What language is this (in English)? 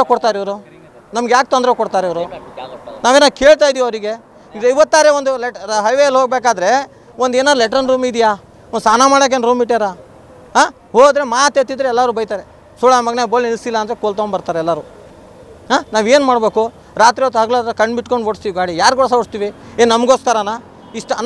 Kannada